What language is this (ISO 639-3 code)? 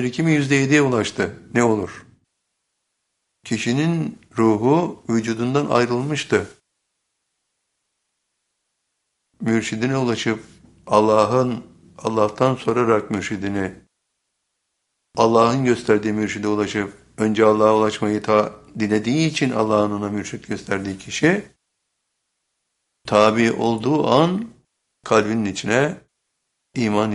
tur